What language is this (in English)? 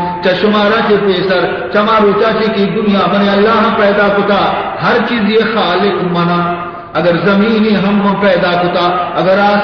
Baluchi